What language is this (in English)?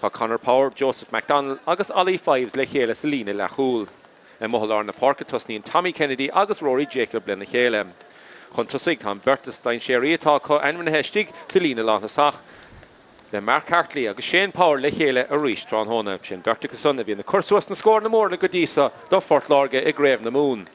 Irish